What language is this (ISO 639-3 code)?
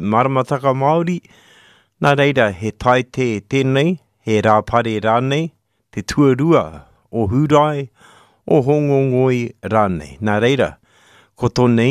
mri